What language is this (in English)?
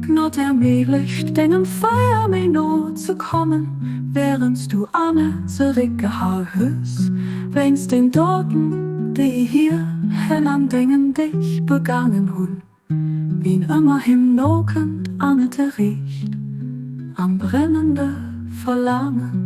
Luxembourgish